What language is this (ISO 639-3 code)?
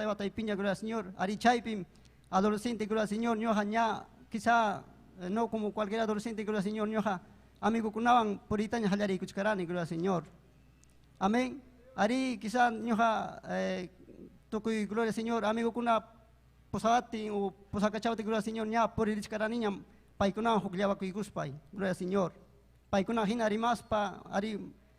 quy